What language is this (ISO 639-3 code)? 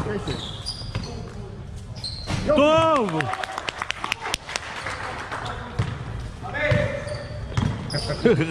heb